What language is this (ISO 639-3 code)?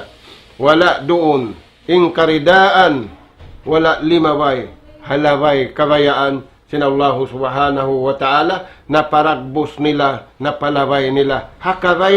tsg